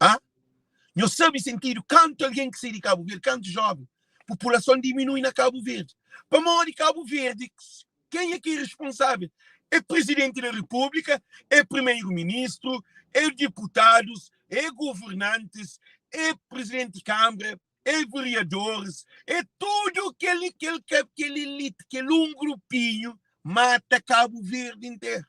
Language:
Kabuverdianu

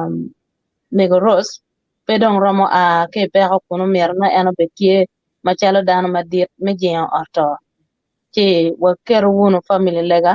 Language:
Acoli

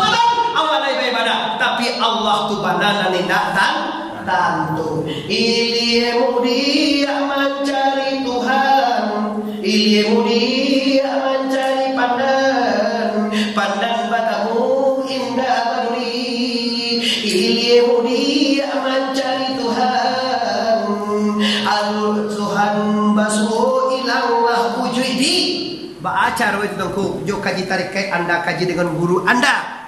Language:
Minangkabau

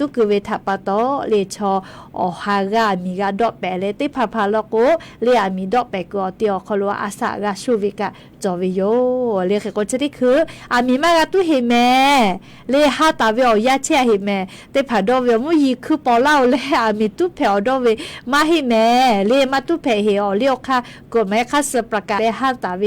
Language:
Lahu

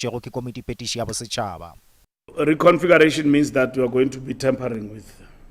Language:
Northern Sotho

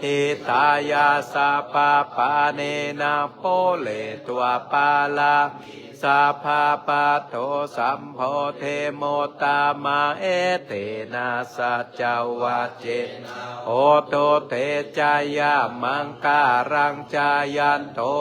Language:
Pali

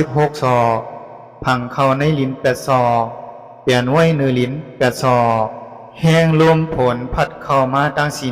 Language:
Shan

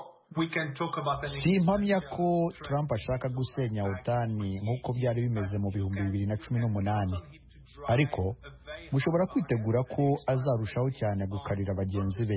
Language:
Kinyarwanda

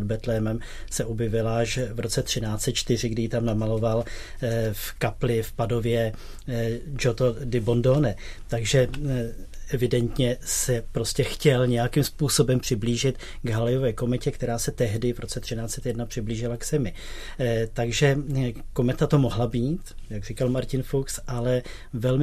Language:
Czech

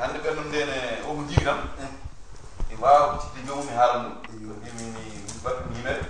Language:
Fula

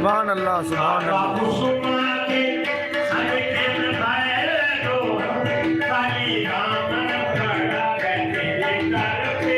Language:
Saraiki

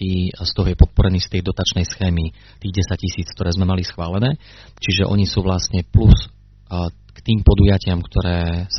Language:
Slovak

